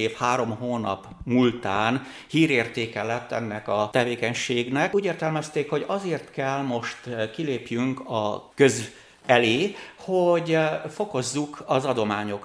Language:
Hungarian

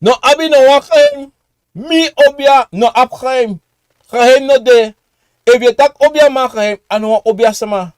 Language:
Sranan Tongo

